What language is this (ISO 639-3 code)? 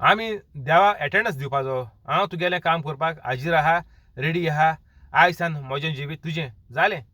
kok